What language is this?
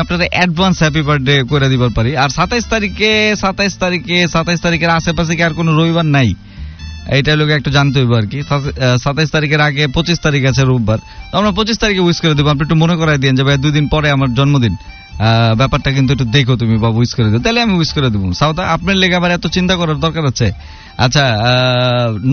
Bangla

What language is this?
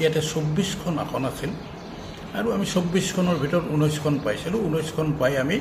Assamese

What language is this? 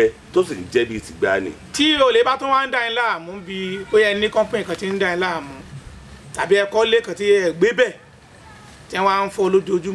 Yoruba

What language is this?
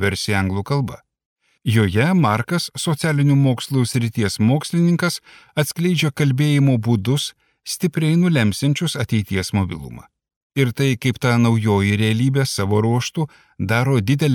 Lithuanian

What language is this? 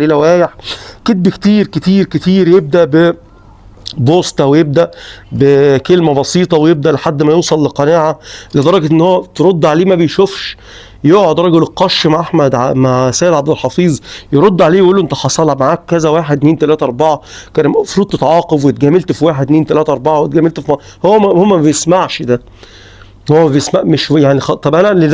Egyptian Arabic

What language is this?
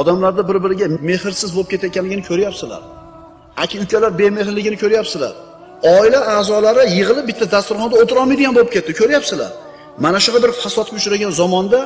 Uzbek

